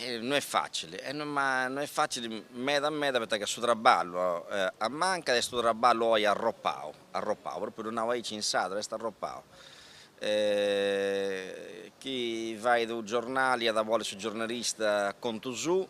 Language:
Sardinian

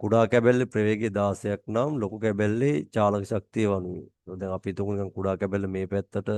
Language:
Sinhala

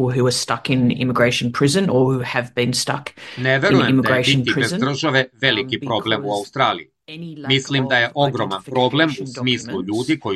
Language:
Serbian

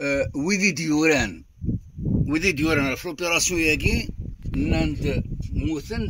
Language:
Kabyle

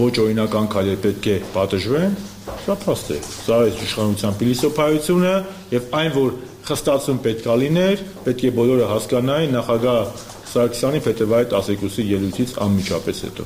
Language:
Armenian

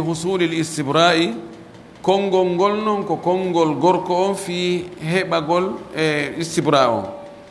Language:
Pular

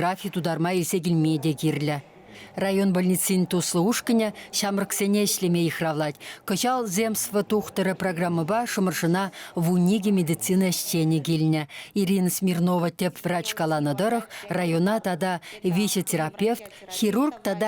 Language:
Chuvash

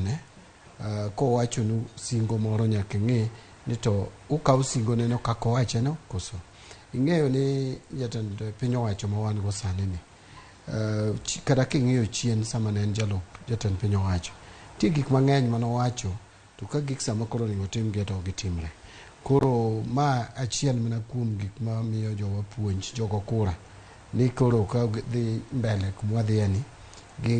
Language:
Luo (Kenya and Tanzania)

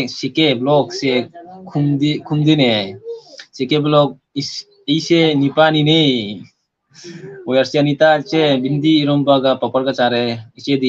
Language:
Manipuri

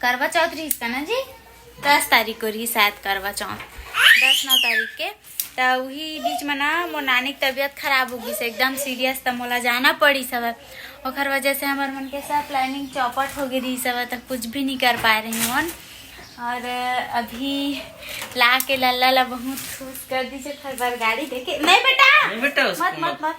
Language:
Chhattisgarhi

